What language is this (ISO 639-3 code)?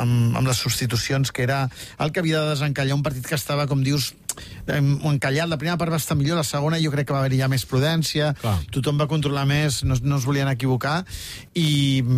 cat